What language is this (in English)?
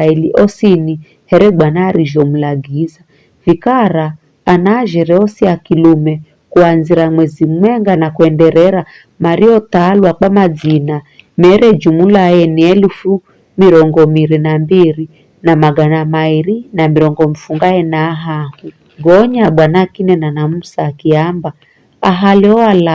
Giryama